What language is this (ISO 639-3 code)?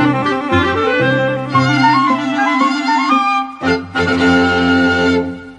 ces